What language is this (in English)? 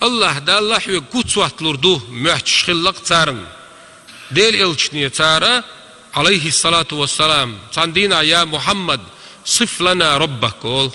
Chechen